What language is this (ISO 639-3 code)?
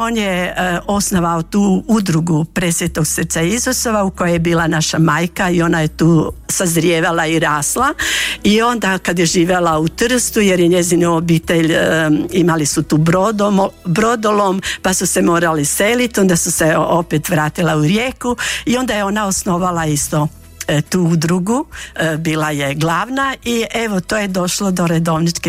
hrv